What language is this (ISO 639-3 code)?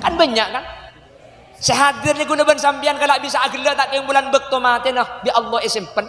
mad